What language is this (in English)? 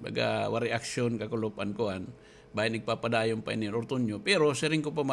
Waray